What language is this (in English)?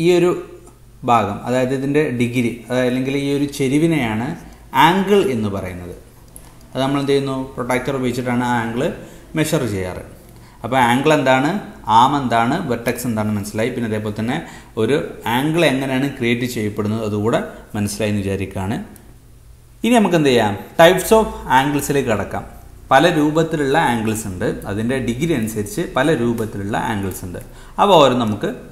Malayalam